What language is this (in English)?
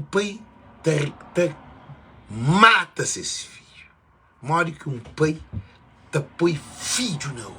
Kabuverdianu